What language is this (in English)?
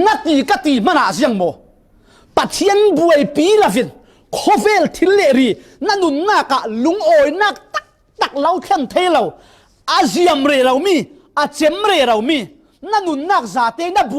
Falam Chin